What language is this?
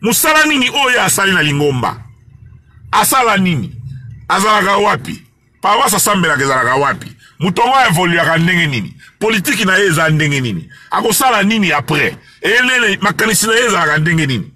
Lingala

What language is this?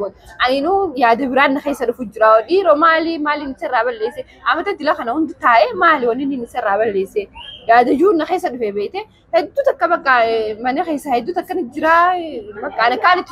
Oromo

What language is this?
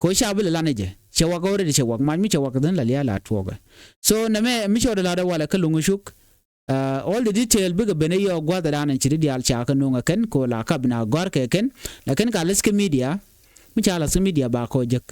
Nuer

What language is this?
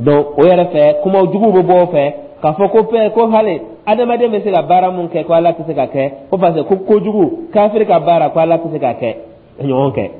Dyula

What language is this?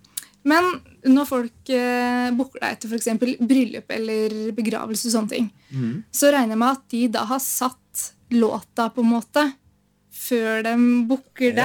Norwegian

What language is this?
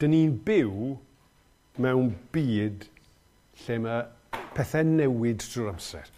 Welsh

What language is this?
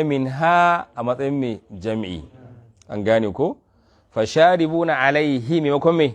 Hausa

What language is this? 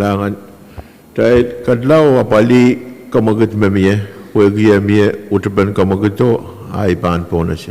Pohnpeian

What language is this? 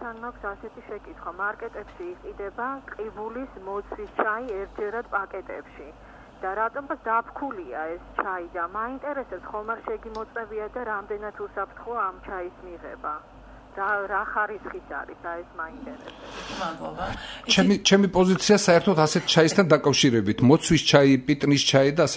Georgian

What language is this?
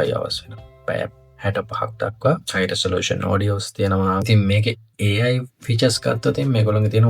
Sinhala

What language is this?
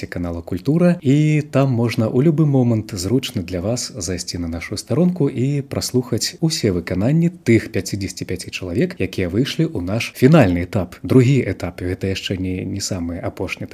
Belarusian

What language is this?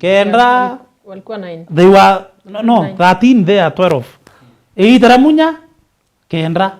Meru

